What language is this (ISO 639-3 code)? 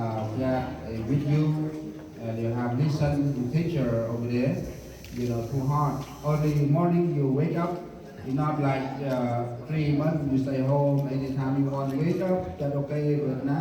cmo